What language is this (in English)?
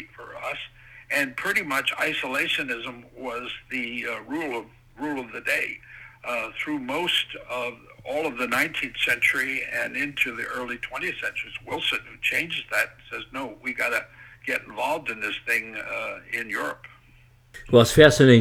English